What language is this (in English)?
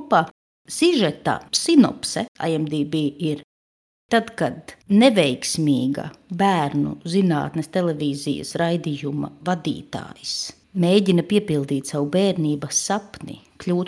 Latvian